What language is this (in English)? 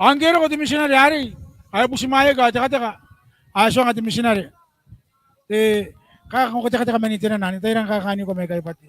Gilbertese